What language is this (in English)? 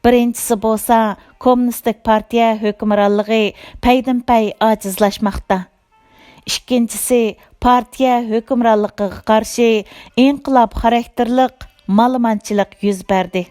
Uyghur